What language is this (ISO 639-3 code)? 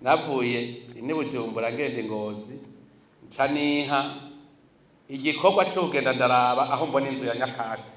run